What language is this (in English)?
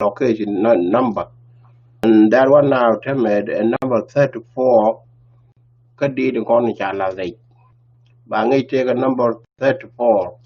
Nuer